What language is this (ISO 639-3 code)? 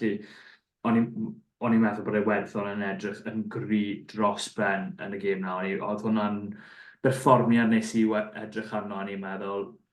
cym